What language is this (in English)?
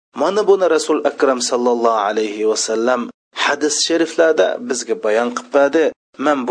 Uyghur